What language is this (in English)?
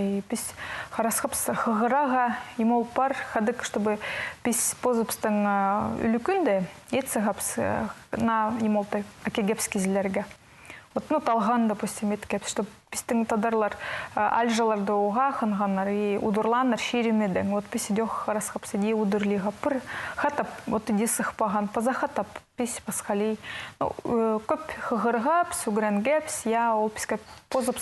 Khakas